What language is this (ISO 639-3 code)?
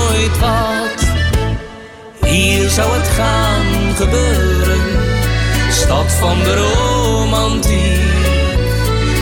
nld